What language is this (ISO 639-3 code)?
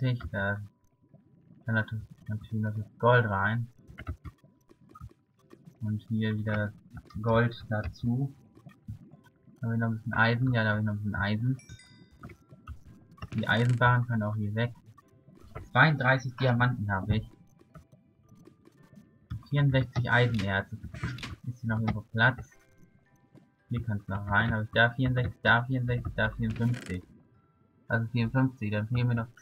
deu